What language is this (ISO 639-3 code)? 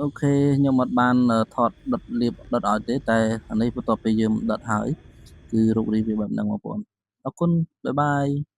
khm